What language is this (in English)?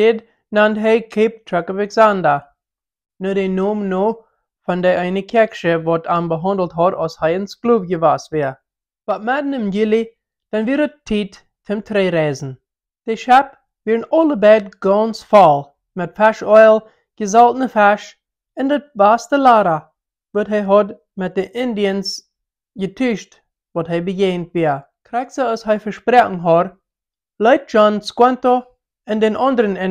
Plautdietsch